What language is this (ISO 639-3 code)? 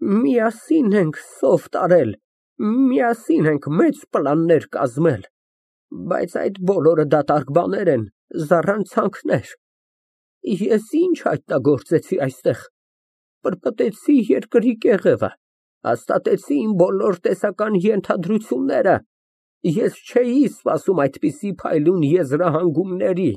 hye